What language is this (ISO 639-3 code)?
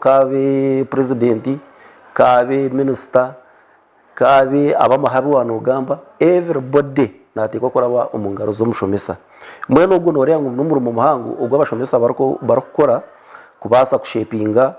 nyn